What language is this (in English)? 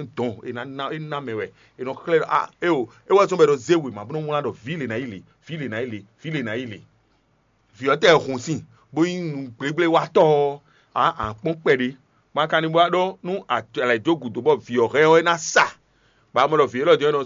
Fon